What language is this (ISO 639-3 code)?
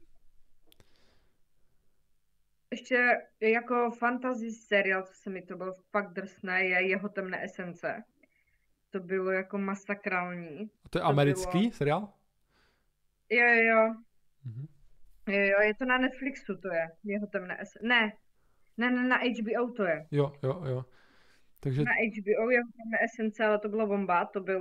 ces